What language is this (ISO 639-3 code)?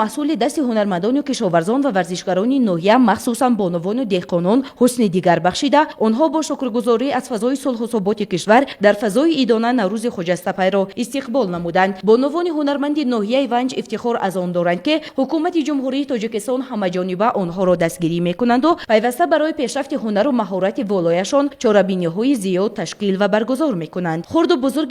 tgk